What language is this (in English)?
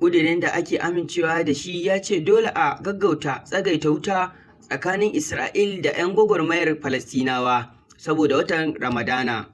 Hausa